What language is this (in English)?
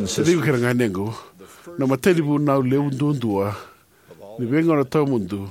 Fijian